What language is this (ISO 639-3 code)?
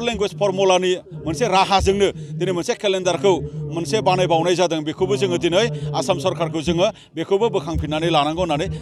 brx